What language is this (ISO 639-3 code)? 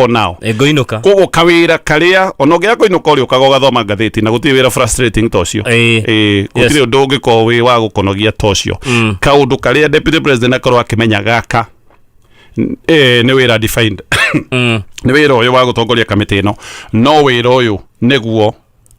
kik